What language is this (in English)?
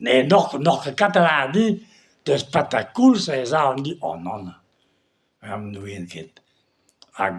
Breton